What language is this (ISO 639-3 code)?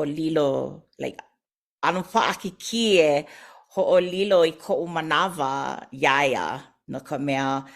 haw